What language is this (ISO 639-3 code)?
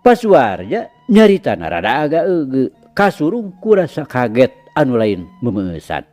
sun